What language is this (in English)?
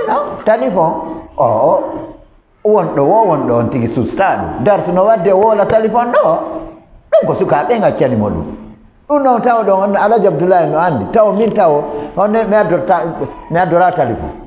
Fula